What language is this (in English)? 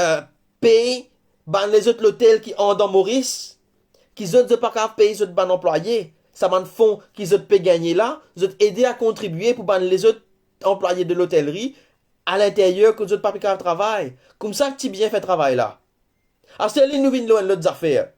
Morisyen